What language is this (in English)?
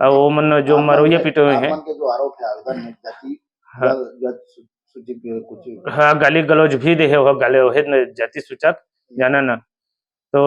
Chhattisgarhi